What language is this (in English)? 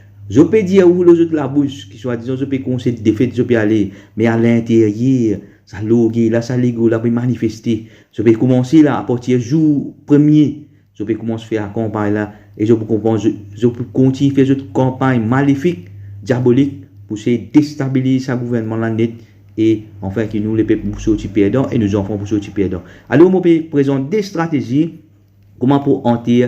Morisyen